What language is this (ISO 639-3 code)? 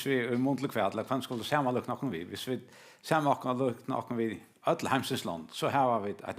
fao